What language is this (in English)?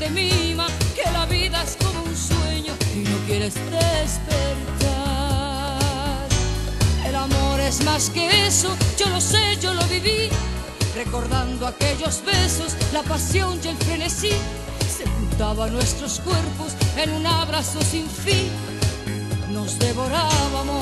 Spanish